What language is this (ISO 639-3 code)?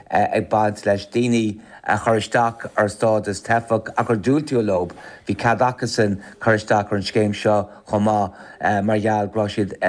gle